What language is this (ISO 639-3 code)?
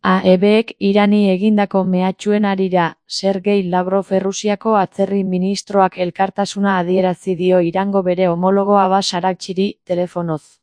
eus